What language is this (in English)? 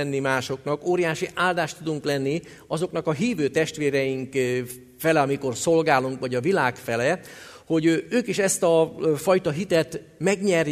Hungarian